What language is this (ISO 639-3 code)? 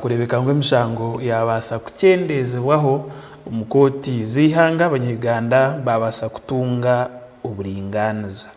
nyn